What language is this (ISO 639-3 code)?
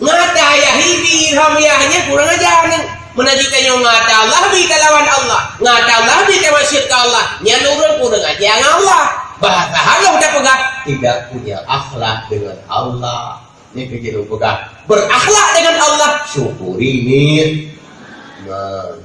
ace